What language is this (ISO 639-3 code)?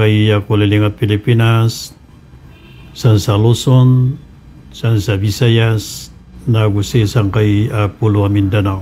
mrw